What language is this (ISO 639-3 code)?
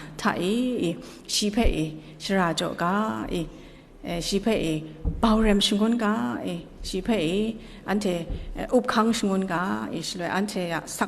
kac